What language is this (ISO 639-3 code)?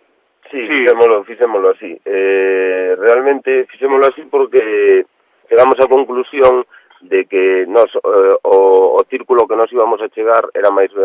glg